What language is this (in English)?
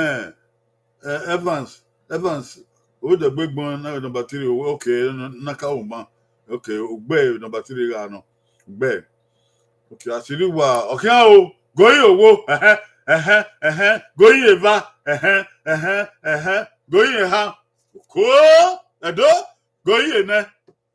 Bini